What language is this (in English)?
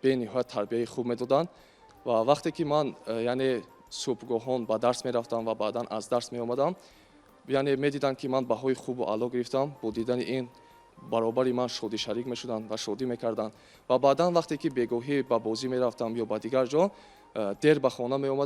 Tajik